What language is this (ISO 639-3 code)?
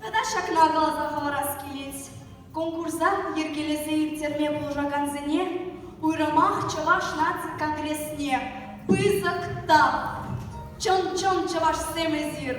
chv